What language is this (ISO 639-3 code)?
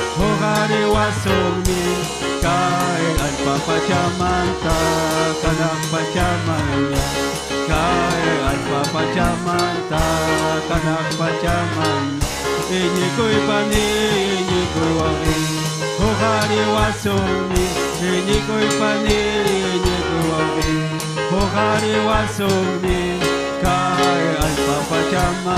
quy